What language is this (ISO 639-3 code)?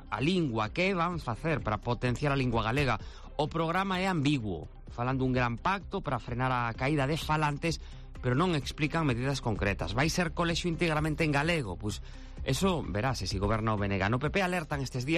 glg